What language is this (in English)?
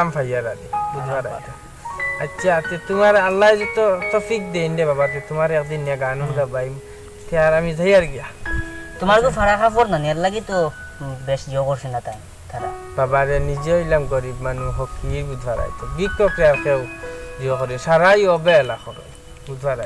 Sylheti